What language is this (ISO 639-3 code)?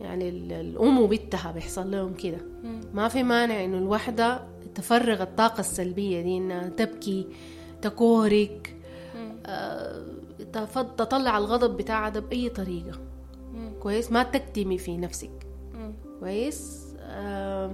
apd